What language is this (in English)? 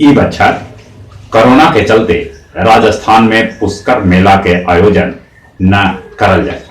Magahi